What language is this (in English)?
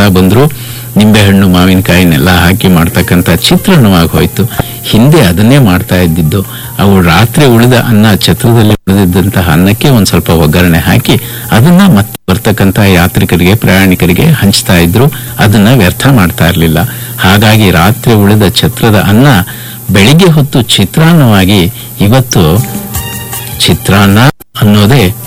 Kannada